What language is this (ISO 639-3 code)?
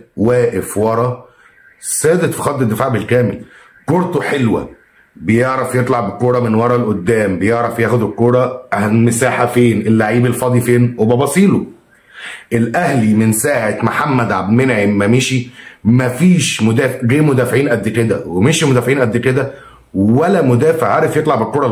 arz